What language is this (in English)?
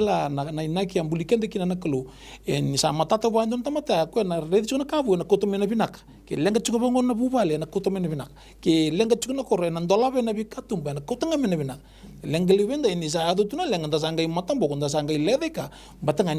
Fijian